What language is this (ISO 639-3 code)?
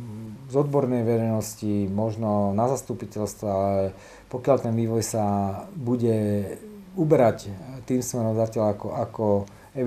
slk